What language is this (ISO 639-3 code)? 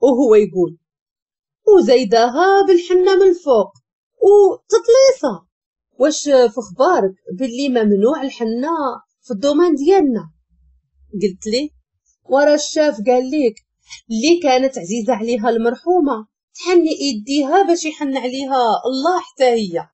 ary